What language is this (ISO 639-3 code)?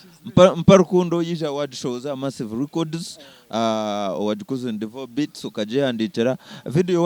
nyn